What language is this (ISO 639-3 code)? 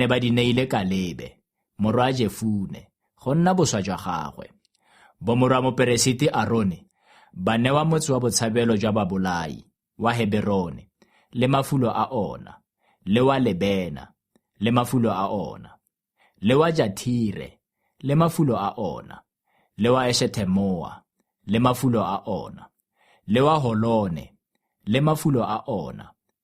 tsn